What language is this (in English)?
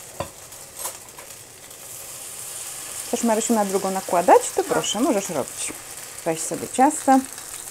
Polish